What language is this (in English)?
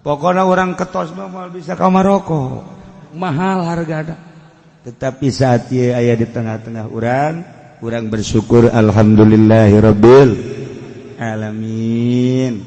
Sundanese